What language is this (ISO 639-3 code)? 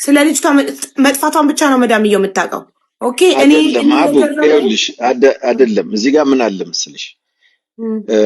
amh